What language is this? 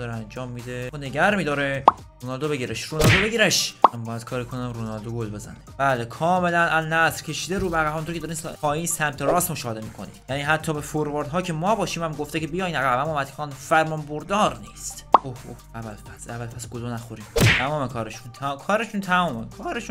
Persian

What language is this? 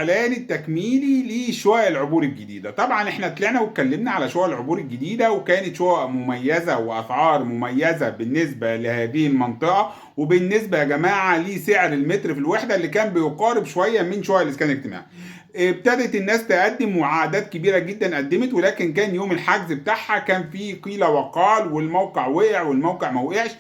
Egyptian Arabic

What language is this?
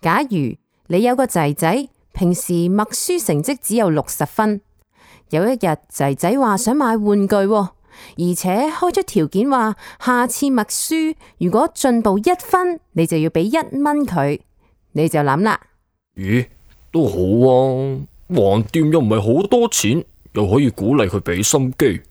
Cantonese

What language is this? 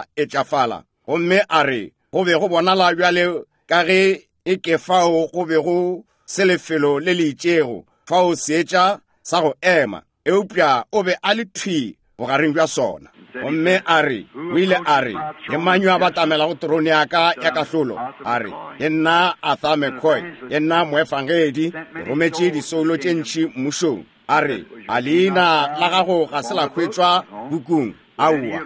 Northern Sotho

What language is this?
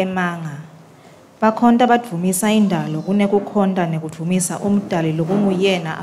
Swati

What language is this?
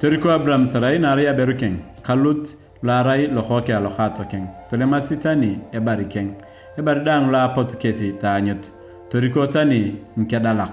Turkana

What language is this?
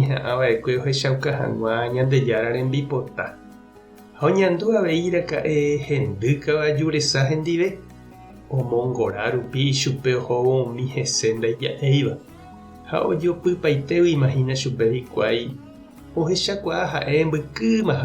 Guarani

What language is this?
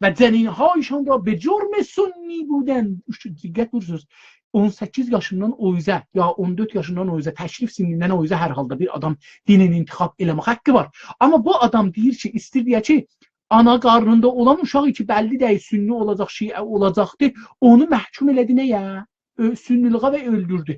South Azerbaijani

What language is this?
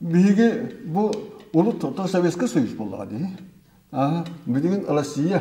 Yakut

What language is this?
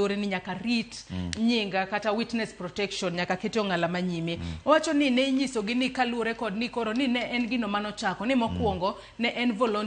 Luo (Kenya and Tanzania)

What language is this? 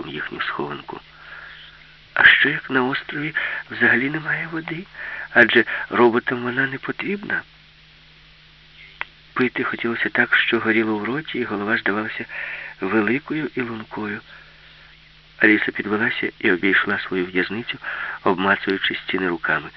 Ukrainian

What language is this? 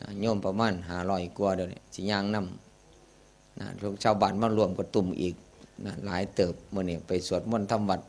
Northeastern Thai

